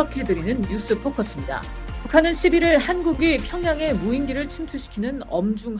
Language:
Korean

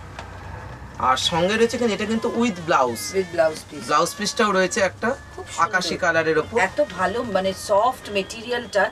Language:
Bangla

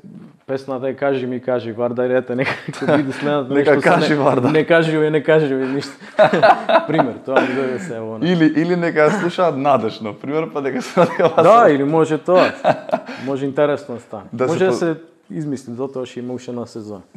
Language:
Macedonian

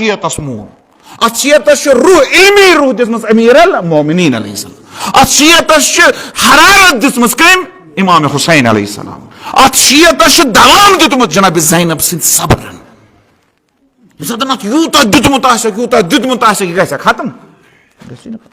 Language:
Kashmiri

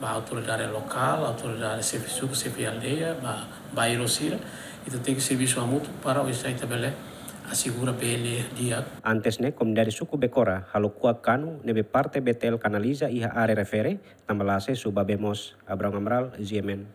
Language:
Tetum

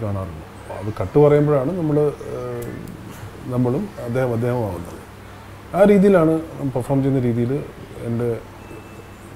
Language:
Malayalam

